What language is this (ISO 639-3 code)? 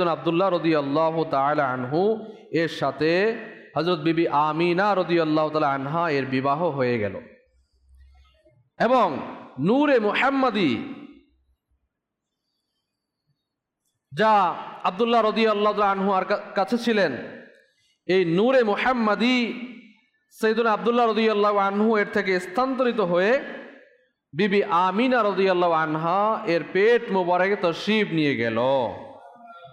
ben